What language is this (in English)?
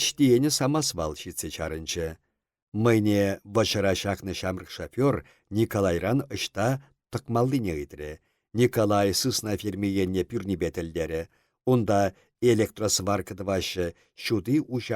Chuvash